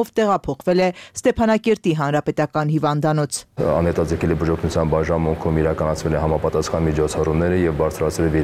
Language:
Armenian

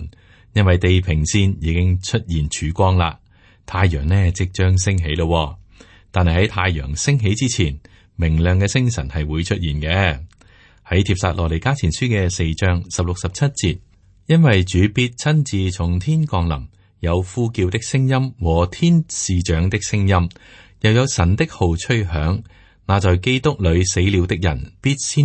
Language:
Cantonese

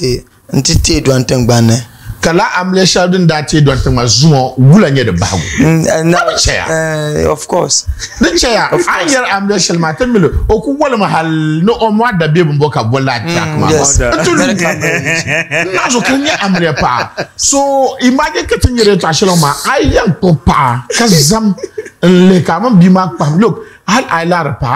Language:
Dagbani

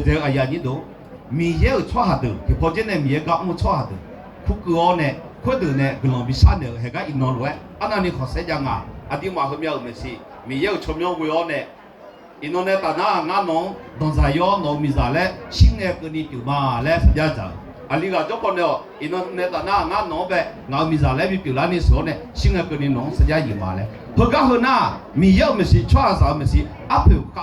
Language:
Akha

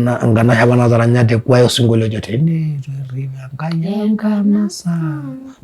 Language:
Masai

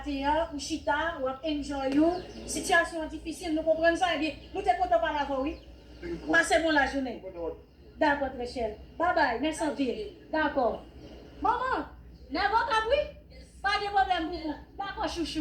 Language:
Haitian Creole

